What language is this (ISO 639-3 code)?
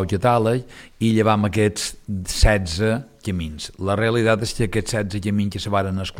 cat